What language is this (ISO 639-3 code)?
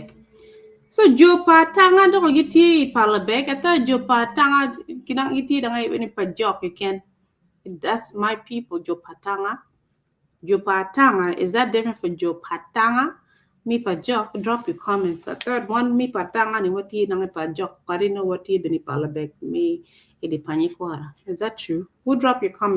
ach